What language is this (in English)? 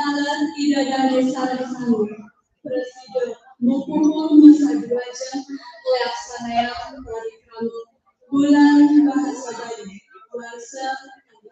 Balinese